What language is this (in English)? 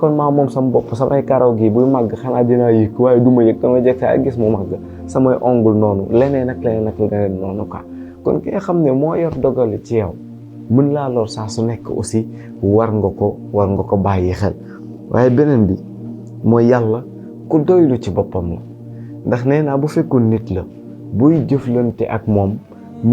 Wolof